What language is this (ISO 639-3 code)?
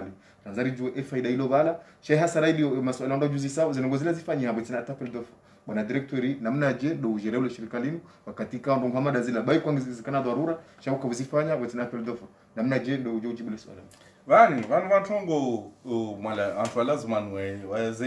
swa